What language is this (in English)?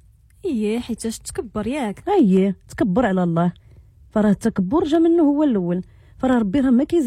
Moroccan Arabic